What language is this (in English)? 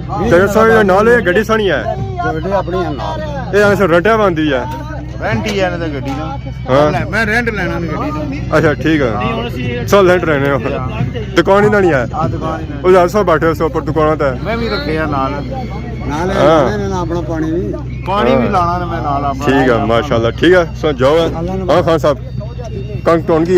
Pahari-Potwari